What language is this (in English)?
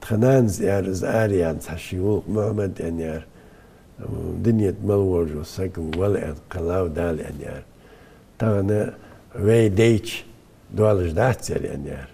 Ingush